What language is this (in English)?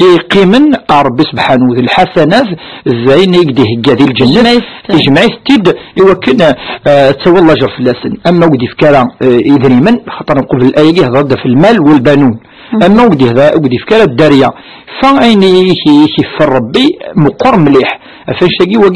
Kabyle